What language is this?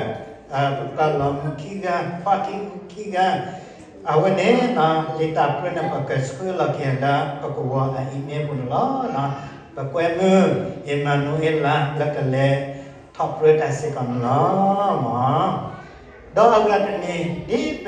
S'gaw Karen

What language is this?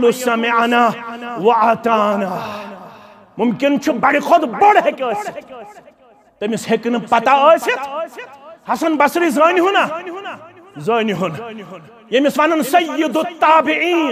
Kashmiri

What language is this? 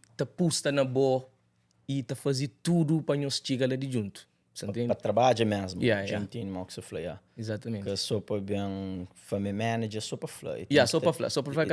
Kabuverdianu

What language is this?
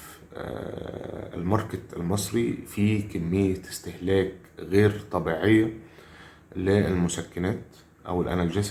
Egyptian Arabic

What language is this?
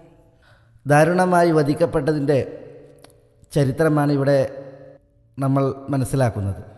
Malayalam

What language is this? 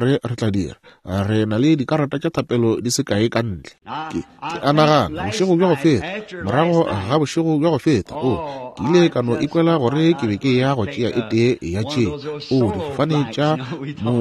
Northern Sotho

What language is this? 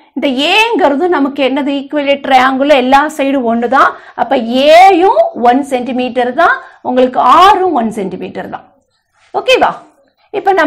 Tamil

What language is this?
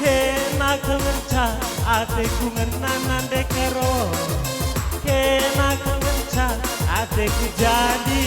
Batak Karo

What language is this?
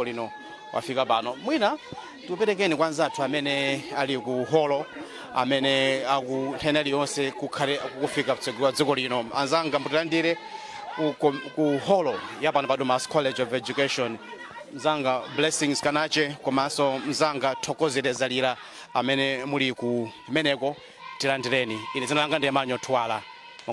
Nyanja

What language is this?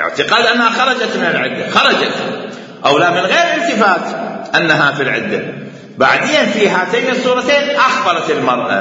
Mesopotamian Arabic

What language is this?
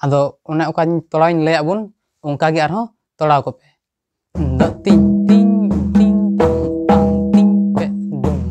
Santali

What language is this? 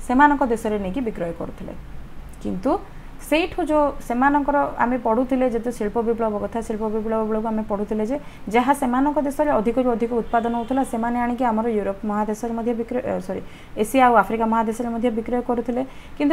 Odia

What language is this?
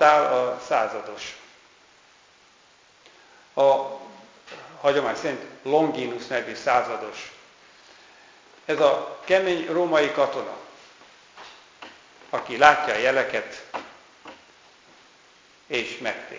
Hungarian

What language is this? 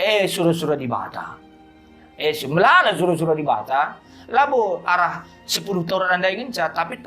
Batak Karo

